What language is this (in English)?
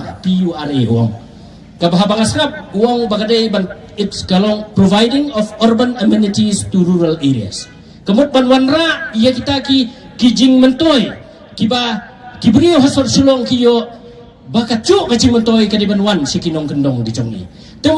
Khasi